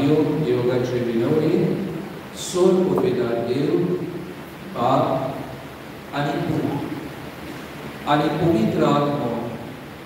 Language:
Konkani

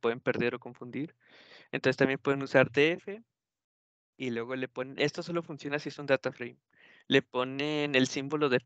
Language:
Spanish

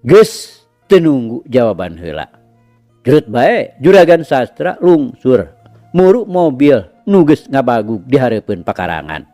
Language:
Sundanese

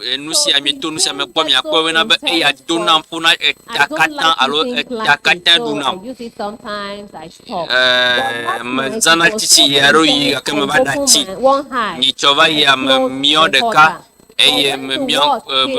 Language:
Ewe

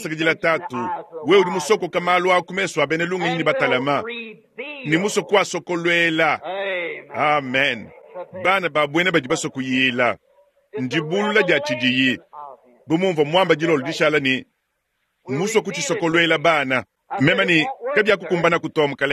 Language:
Luba-Lulua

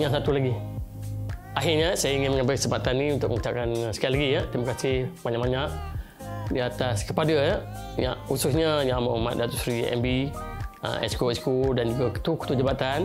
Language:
Malay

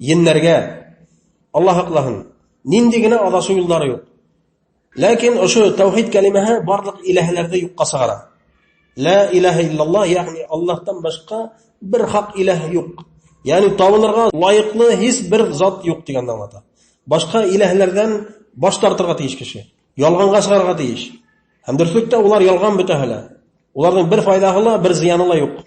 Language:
Bashkir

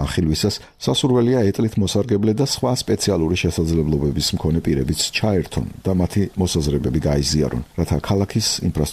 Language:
Georgian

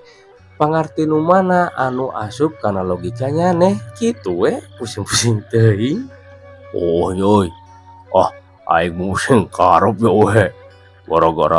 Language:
Sundanese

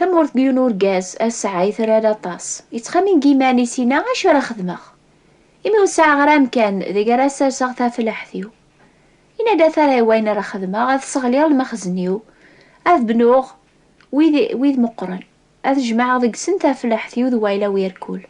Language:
Kabyle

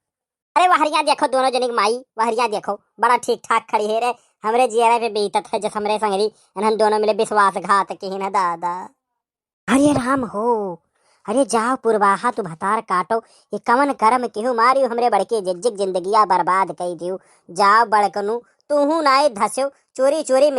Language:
Awadhi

